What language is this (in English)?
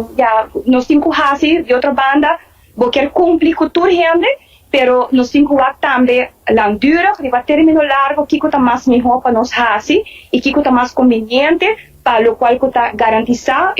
Papiamento